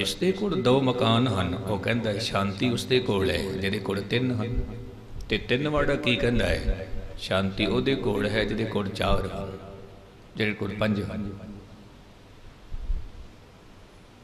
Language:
Punjabi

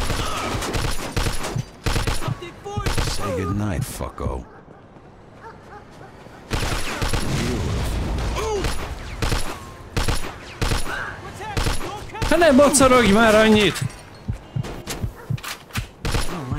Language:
Hungarian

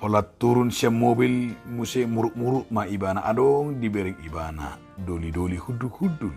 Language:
Batak Toba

